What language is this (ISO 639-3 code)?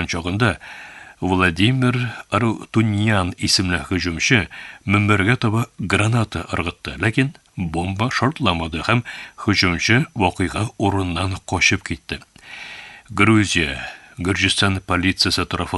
tat